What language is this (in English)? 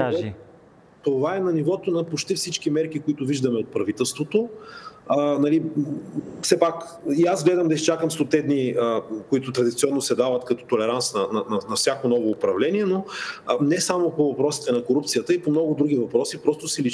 Bulgarian